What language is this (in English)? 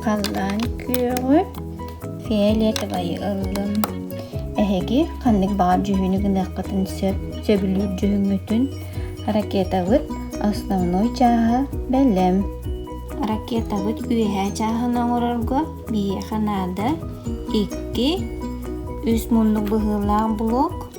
Yakut